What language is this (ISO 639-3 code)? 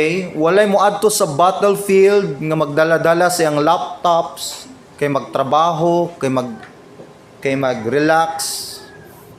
ceb